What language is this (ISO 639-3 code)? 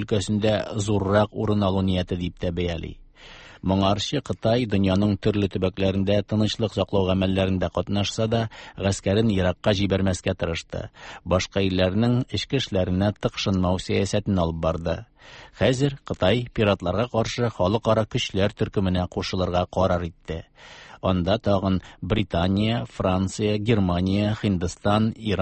tat